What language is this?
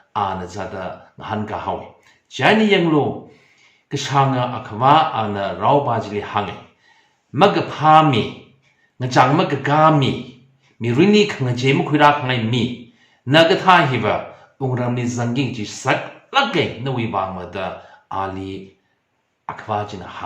Tangkhul Naga (India)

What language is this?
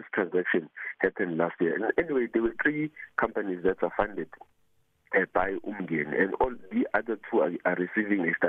English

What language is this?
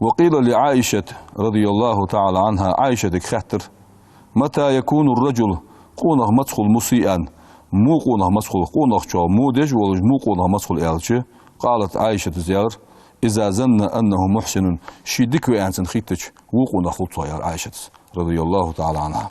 Ingush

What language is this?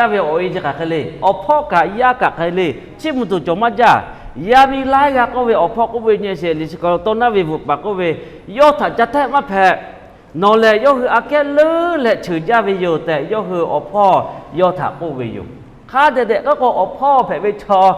Lahu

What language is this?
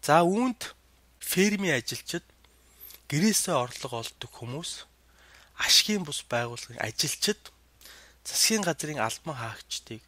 Mongolian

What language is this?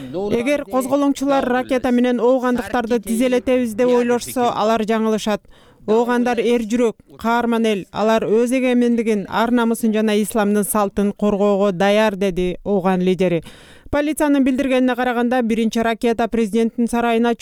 Kyrgyz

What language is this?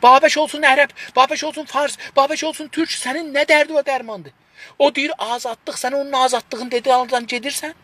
South Azerbaijani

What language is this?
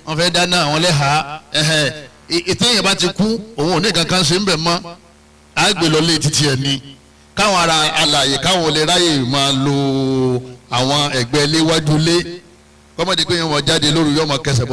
Yoruba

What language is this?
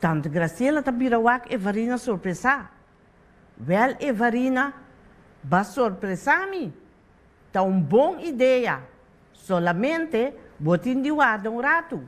Papiamento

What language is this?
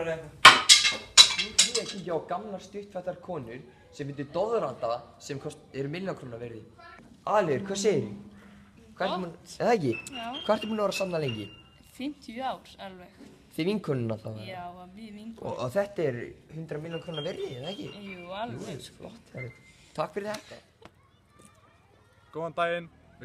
Icelandic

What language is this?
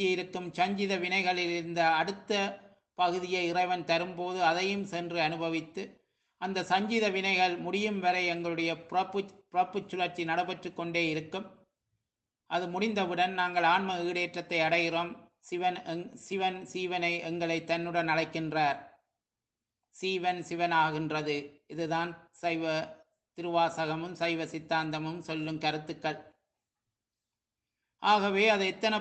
Tamil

